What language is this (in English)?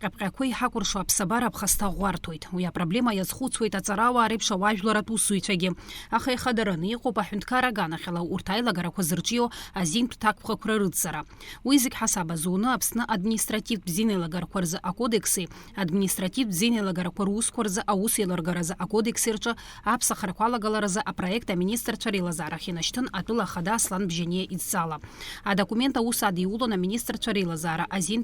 Abkhazian